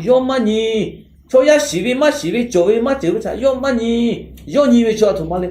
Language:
Lahu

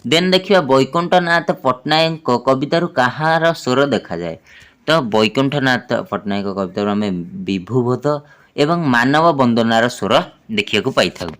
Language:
Odia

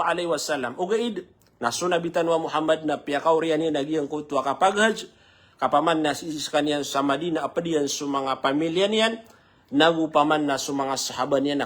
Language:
Maranao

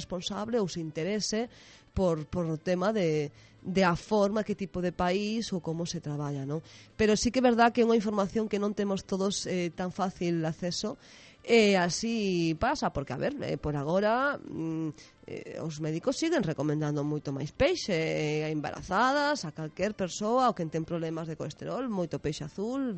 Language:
Galician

